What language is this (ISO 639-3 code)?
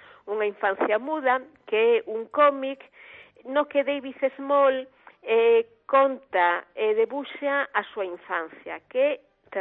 glg